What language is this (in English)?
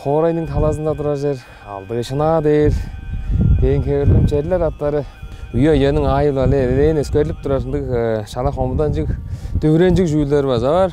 Tuvinian